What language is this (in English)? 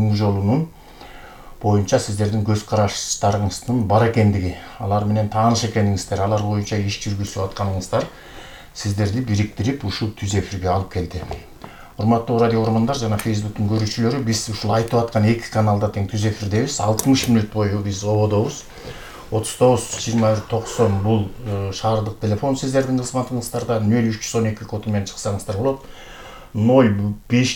Kyrgyz